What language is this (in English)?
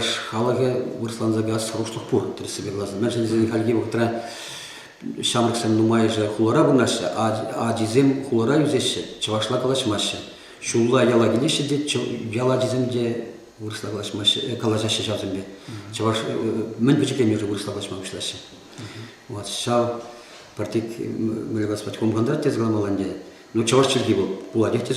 Chuvash